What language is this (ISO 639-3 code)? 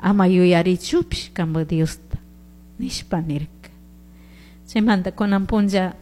qug